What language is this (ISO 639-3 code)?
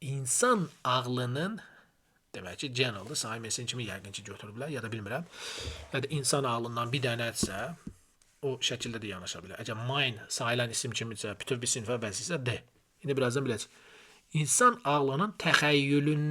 aze